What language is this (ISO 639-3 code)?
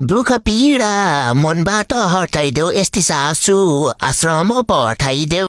nep